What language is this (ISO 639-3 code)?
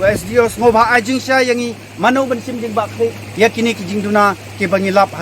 kha